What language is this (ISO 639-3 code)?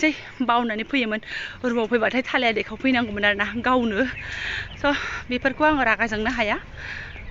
brx